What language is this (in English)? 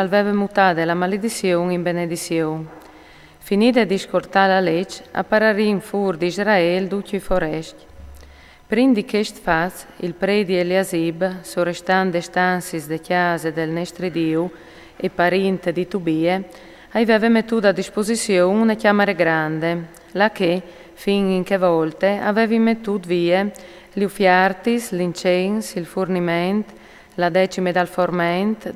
Friulian